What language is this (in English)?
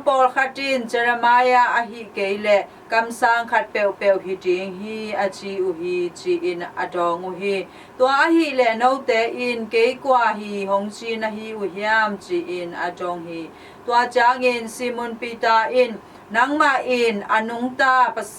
Tedim Chin